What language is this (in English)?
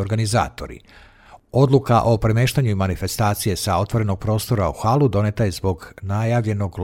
Serbian